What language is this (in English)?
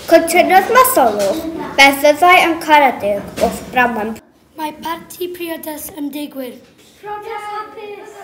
Welsh